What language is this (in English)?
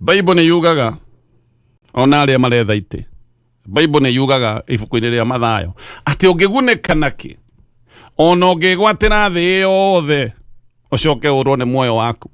Kikuyu